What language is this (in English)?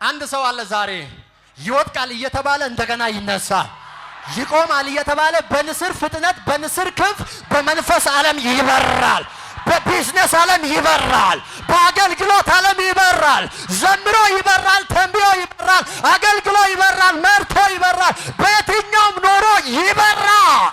Amharic